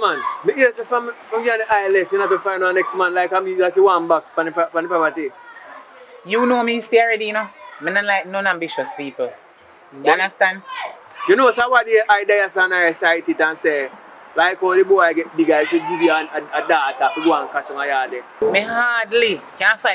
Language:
Jamaican Creole English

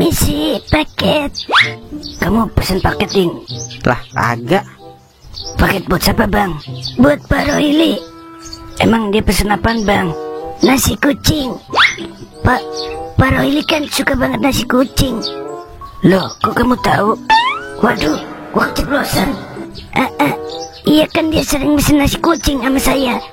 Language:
Betawi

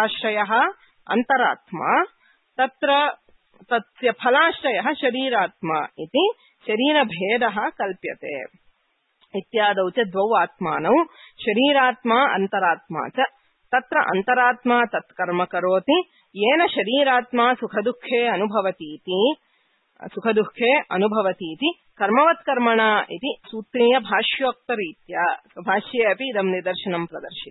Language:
Sanskrit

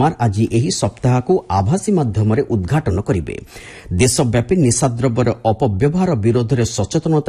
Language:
Odia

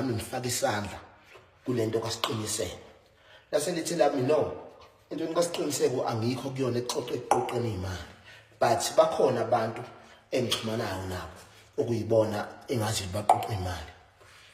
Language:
Zulu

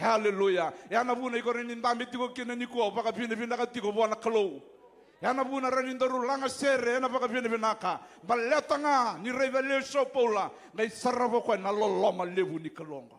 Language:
Fijian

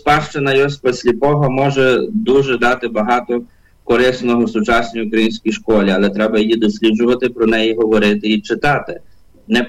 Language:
Ukrainian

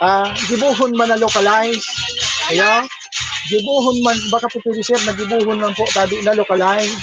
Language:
Bikol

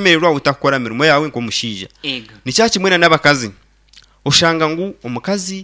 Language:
Nyankole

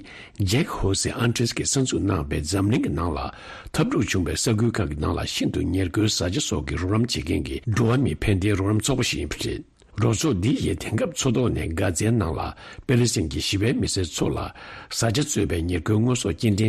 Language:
Tibetan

